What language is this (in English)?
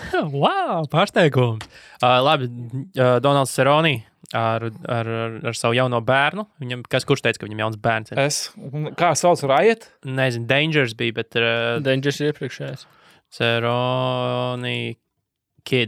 Latvian